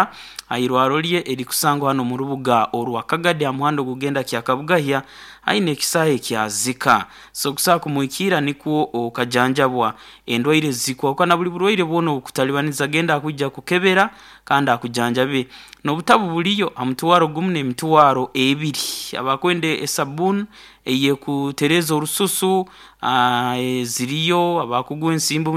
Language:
Nyoro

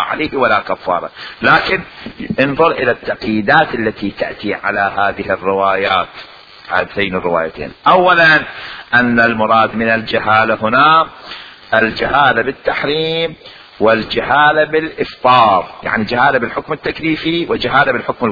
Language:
Mesopotamian Arabic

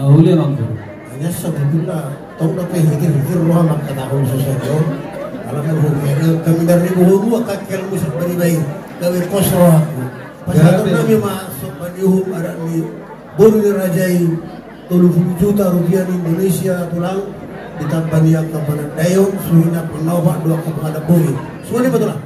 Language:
Batak Toba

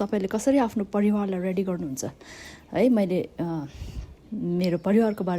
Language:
Nepali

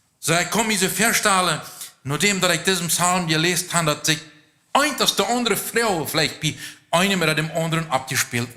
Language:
Plautdietsch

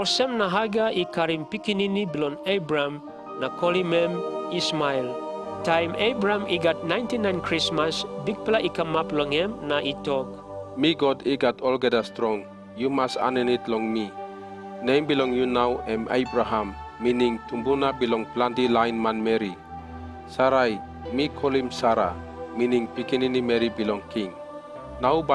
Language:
Tok Pisin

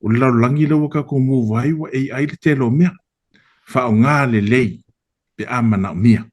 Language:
Samoan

